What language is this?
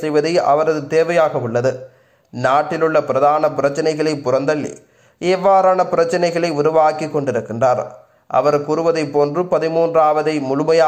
Tamil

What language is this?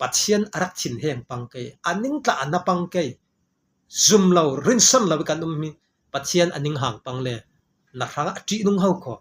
Falam Chin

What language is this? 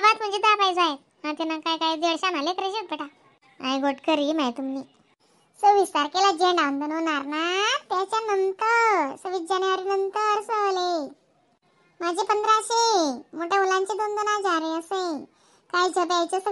Khandesi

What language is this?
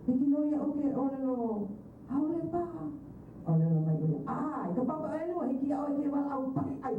Hawaiian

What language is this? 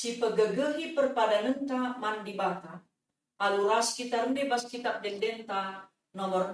Batak Karo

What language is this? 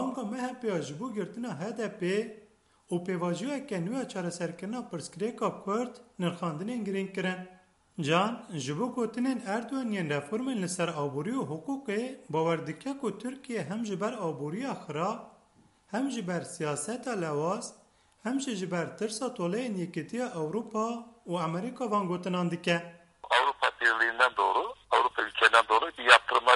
Kurdish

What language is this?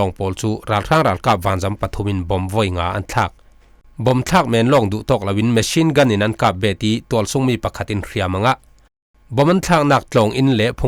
Falam Chin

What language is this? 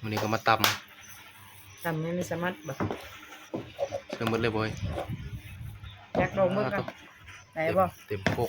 Northeastern Thai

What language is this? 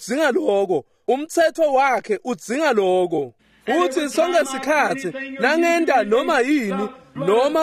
Swati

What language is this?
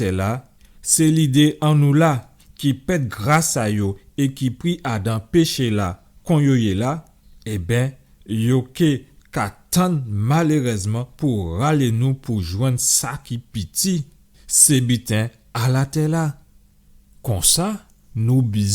Guadeloupean Creole French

